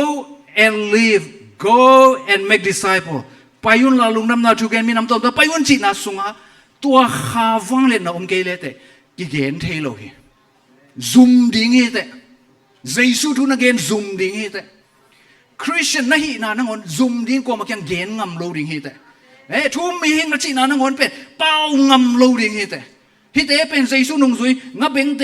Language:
Tedim Chin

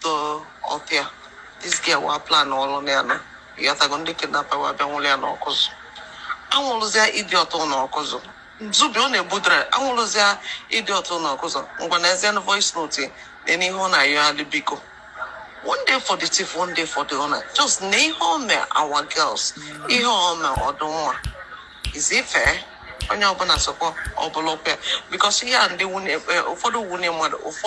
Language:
Igbo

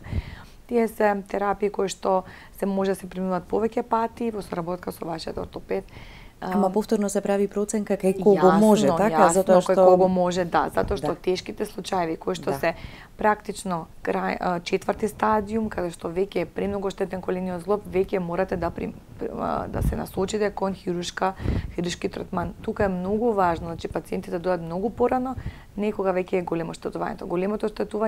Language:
Macedonian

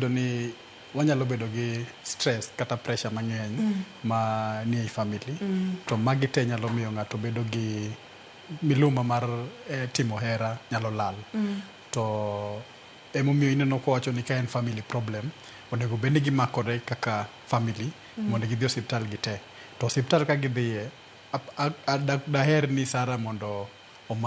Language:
Luo (Kenya and Tanzania)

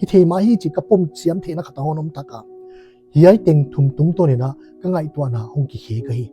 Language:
Paite Chin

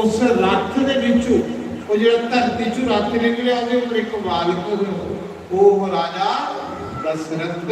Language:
Dogri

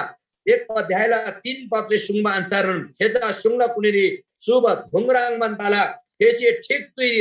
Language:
Eastern Tamang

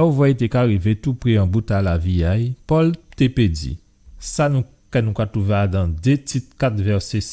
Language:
Guadeloupean Creole French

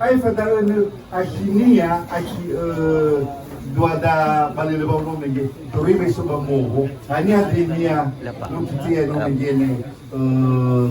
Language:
Nias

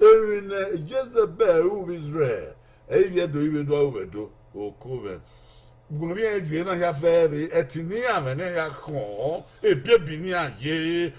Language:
Bini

